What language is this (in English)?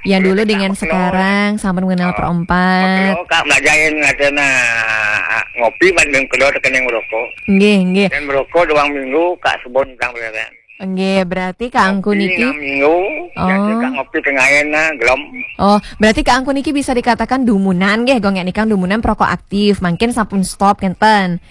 Balinese